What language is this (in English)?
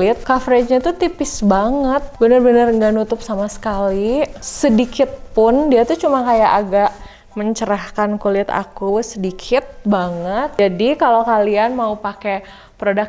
Indonesian